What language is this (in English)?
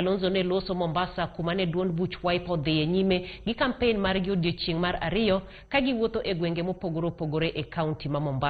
Luo (Kenya and Tanzania)